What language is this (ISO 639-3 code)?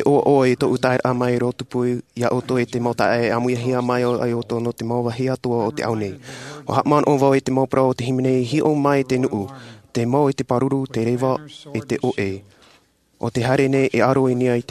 tah